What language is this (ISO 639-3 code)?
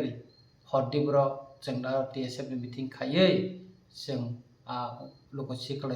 trp